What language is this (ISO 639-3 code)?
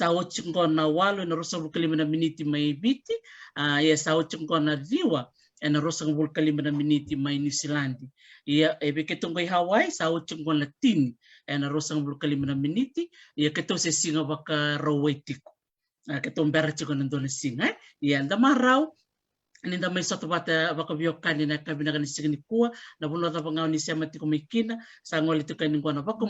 fij